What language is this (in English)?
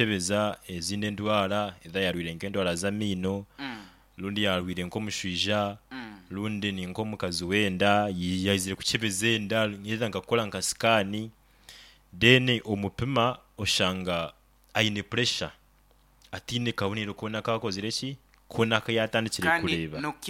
Nyoro